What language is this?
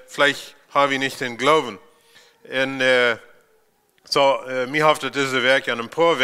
Plautdietsch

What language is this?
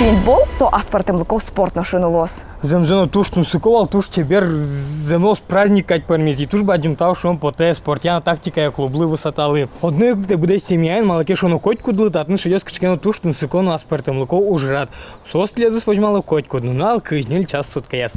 Udmurt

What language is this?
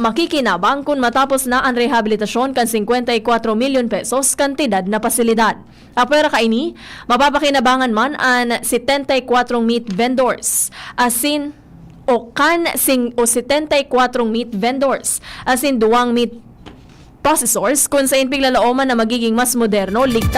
Bikol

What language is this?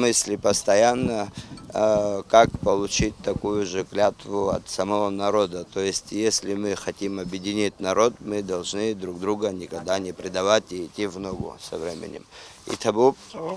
Abkhazian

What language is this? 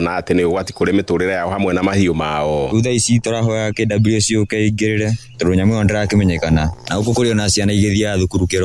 Kikuyu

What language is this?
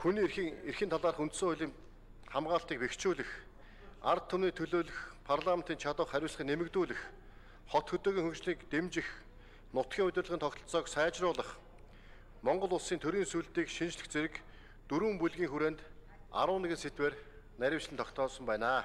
Mongolian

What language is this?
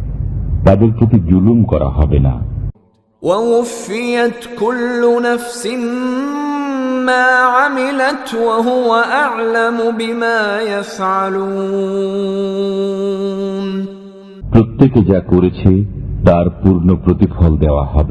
Bangla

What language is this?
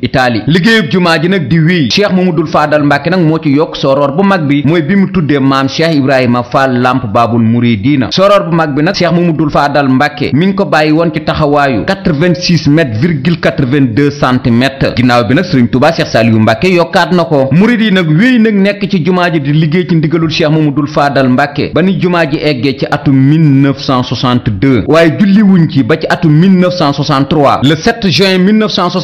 Wolof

